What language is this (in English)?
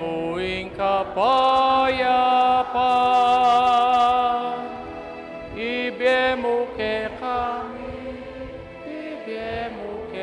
Pampanga